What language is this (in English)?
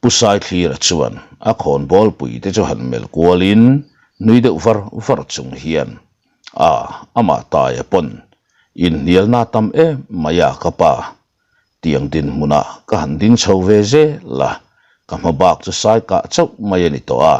Mizo